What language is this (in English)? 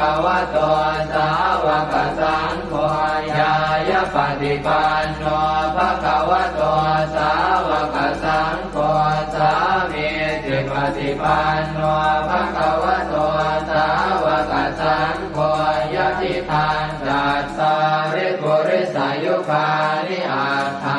Pali